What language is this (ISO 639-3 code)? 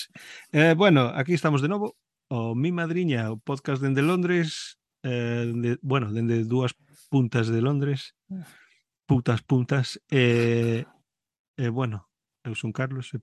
glg